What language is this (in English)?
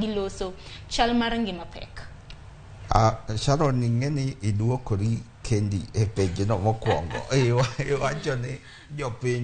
Luo (Kenya and Tanzania)